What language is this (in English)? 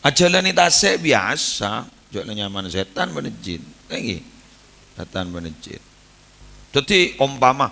Madurese